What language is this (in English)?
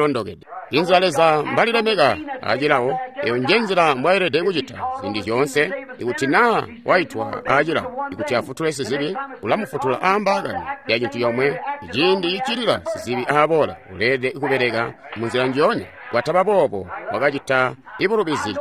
Tonga (Zambia)